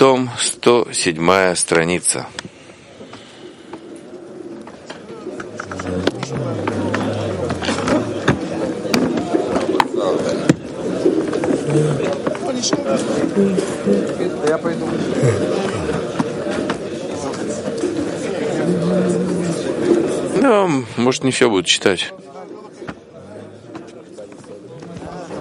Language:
Russian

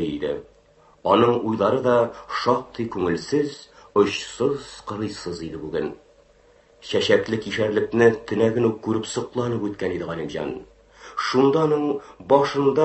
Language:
Tatar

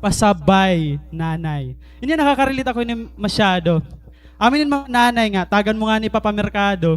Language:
Waray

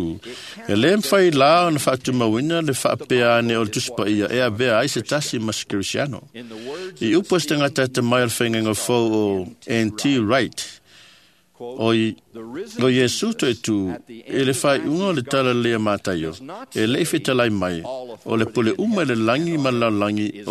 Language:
Samoan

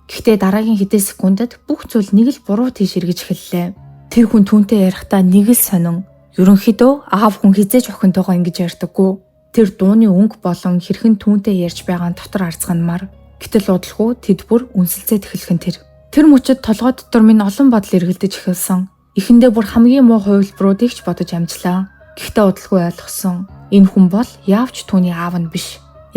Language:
Mongolian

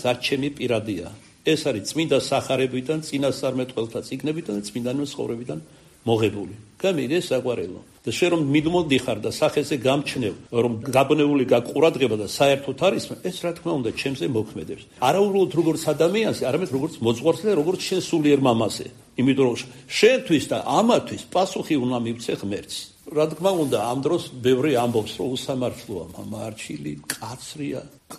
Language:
Georgian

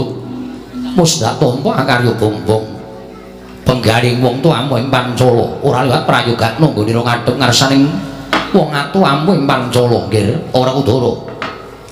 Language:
Javanese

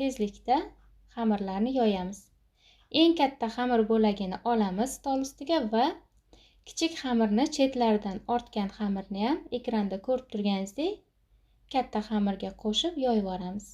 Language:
Uzbek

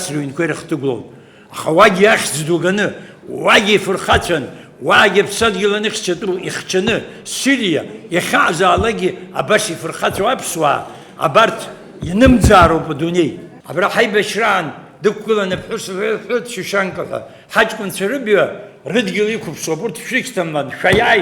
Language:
Abkhazian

